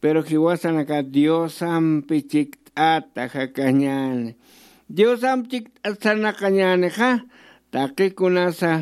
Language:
Aymara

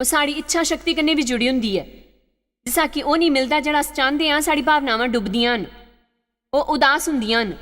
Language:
Dogri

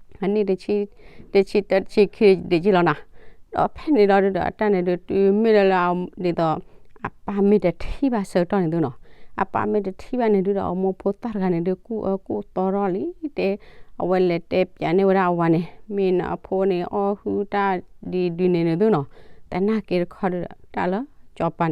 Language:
S'gaw Karen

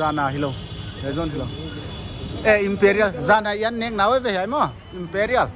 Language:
Paite Chin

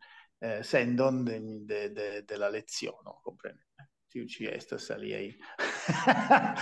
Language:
Esperanto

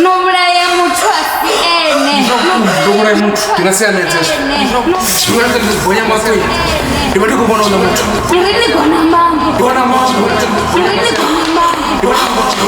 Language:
Venda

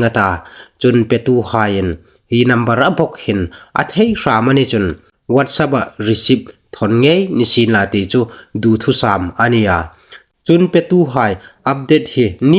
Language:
Hmar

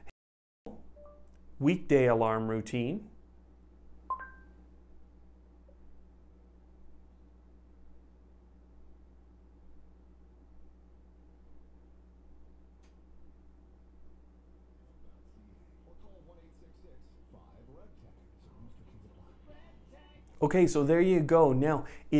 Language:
English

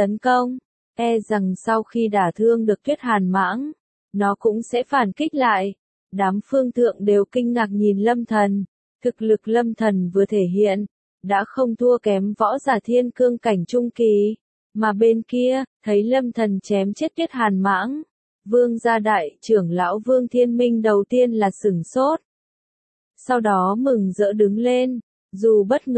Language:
Vietnamese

